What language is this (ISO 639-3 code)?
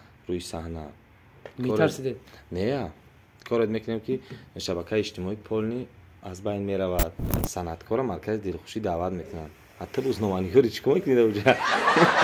tgk